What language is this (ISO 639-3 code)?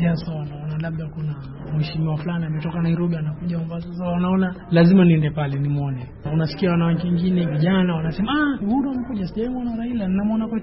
swa